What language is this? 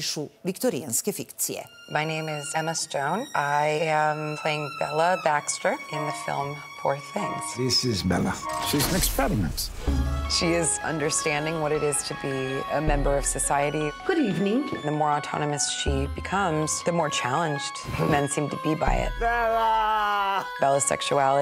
Serbian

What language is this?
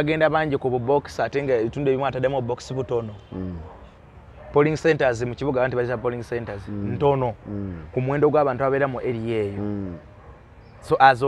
Ganda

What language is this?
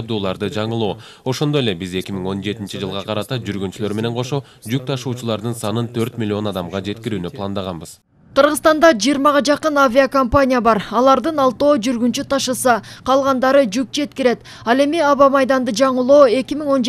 Kyrgyz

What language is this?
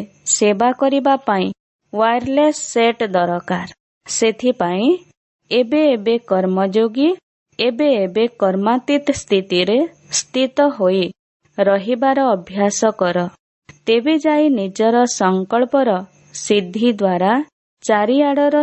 Odia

